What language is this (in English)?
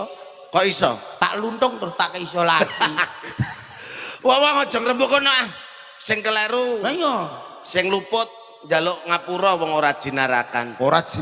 Javanese